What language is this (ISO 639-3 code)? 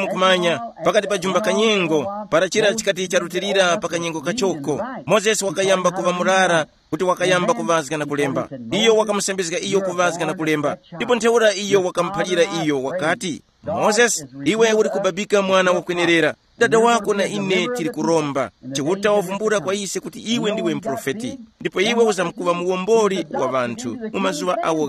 tum